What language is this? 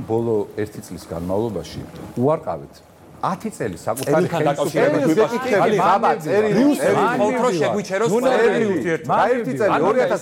Georgian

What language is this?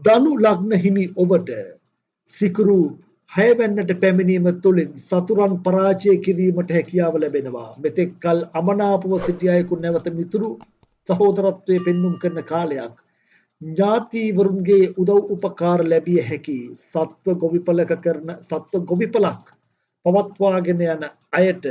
Sinhala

